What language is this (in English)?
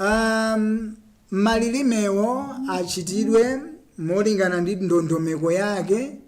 Nyanja